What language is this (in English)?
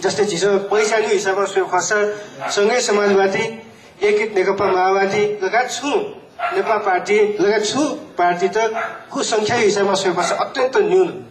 Newari